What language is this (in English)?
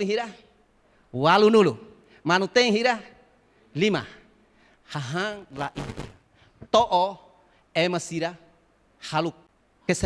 Tetum